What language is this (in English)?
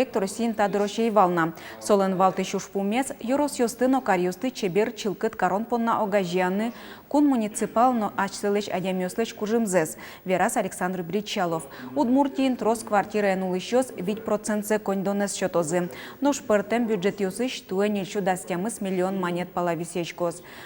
Udmurt